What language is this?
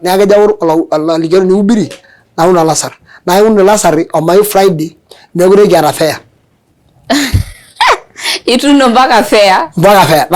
Masai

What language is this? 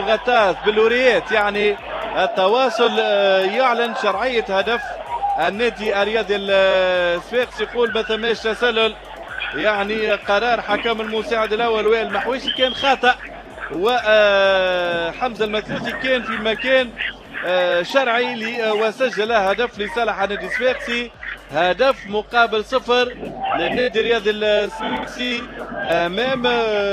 Tunisian Arabic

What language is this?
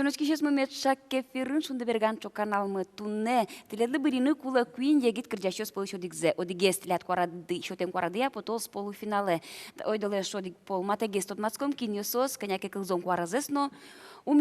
Udmurt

